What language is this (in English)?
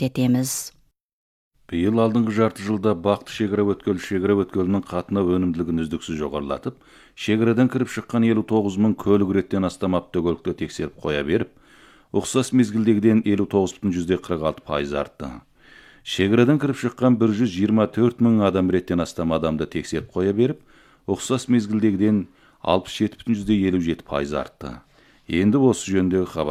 Kazakh